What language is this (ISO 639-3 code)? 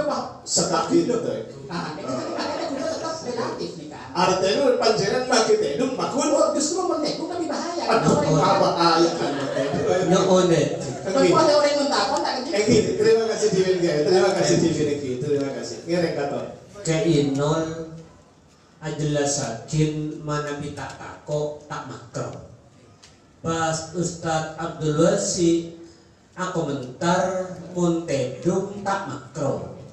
ind